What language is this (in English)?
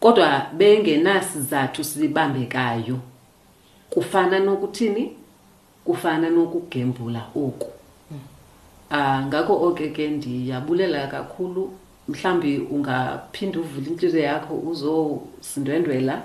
Xhosa